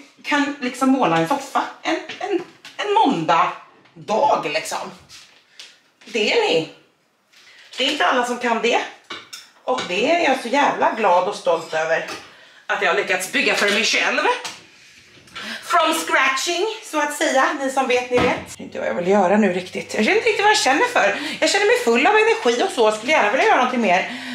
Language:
Swedish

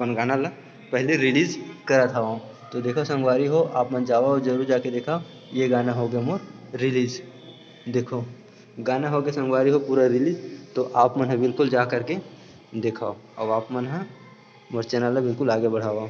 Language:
Chhattisgarhi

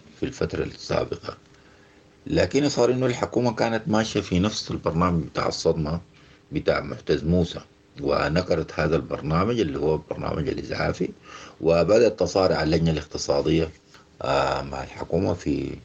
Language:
Sudanese Arabic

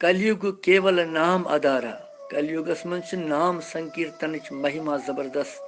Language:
Kashmiri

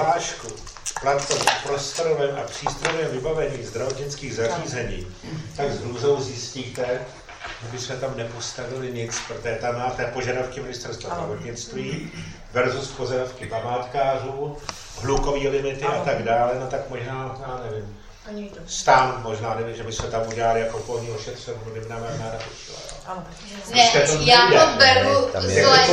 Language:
Czech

